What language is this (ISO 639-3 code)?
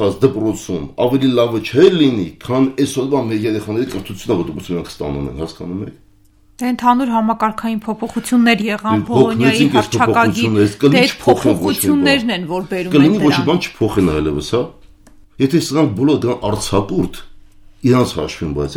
hye